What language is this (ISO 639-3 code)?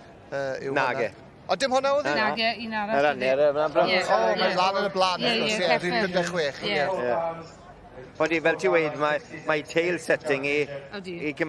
cym